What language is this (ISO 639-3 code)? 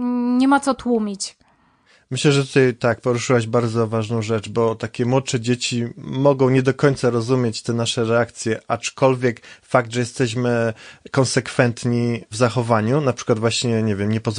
pol